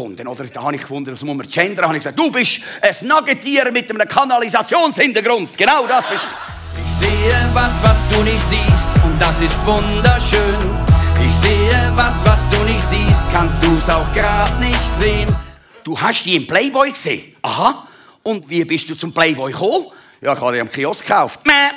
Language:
Swiss German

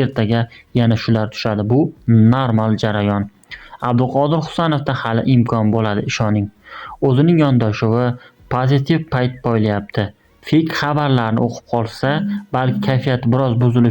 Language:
Uzbek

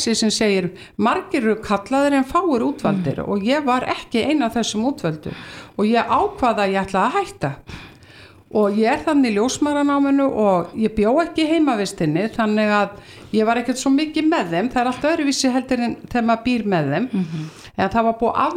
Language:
Icelandic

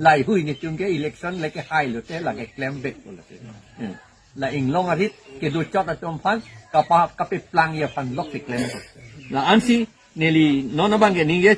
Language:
Karbi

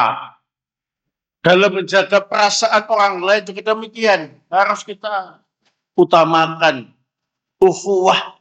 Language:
Indonesian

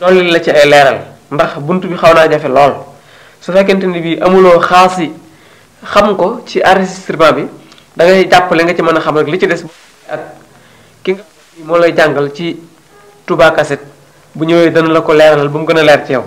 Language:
Wolof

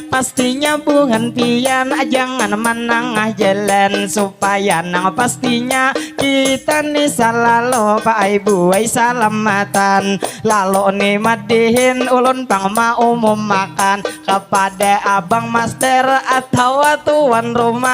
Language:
Banjar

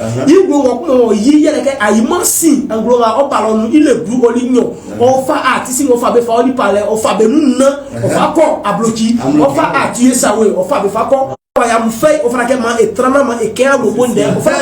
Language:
Baoulé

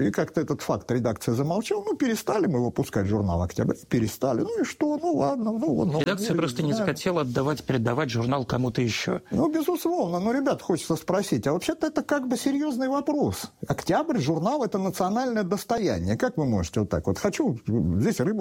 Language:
Russian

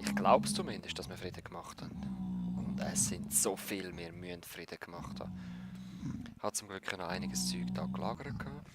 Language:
Swiss German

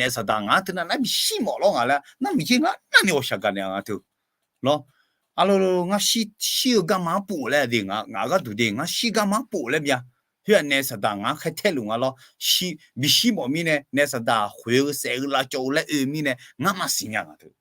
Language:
Akha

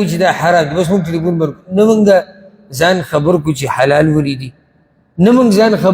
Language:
Pashto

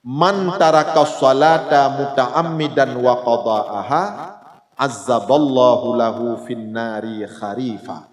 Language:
Achinese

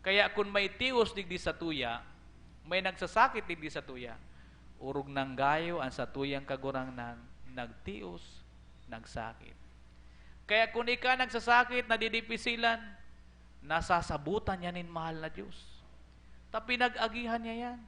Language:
Bikol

